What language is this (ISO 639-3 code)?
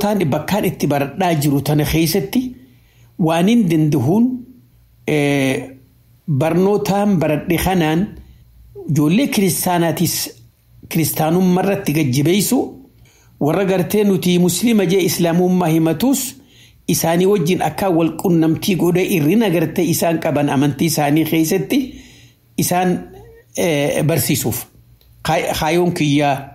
orm